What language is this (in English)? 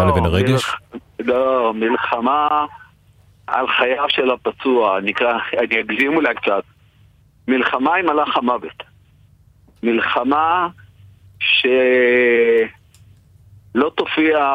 Hebrew